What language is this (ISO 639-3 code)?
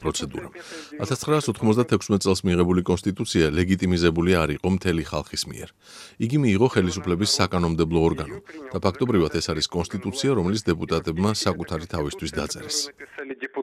kat